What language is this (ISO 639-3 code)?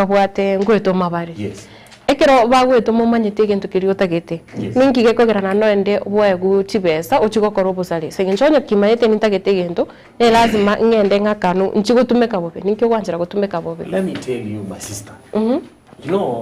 guz